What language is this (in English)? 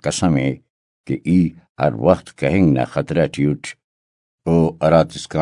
Brahui